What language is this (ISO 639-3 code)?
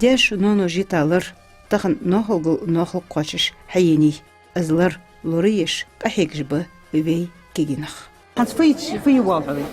inh